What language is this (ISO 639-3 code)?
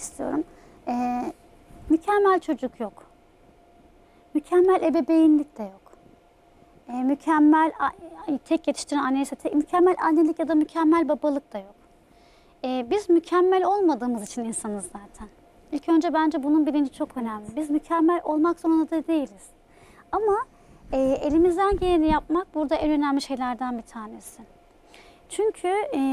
tur